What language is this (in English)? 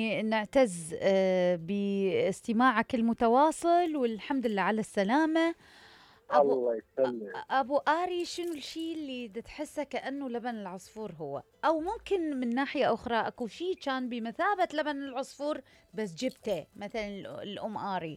Mesopotamian Arabic